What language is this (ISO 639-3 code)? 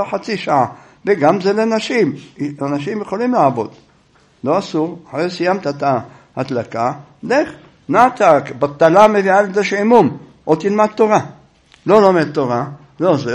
heb